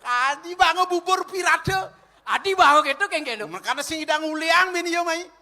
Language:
Balinese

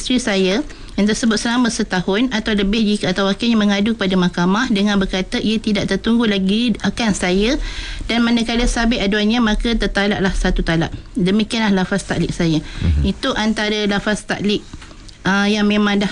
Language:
Malay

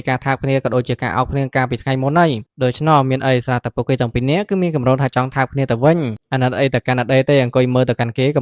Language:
Khmer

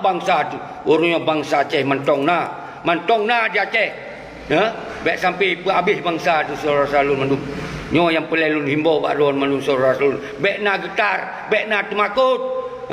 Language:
Achinese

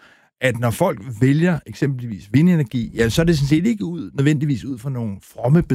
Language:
Danish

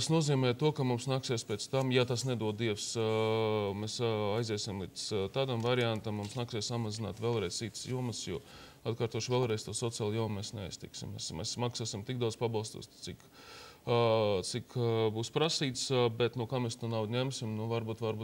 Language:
Latvian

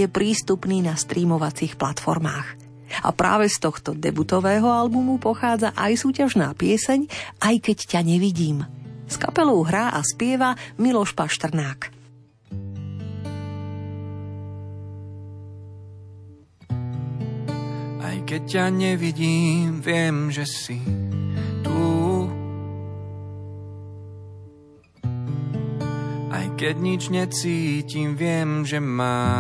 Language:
Slovak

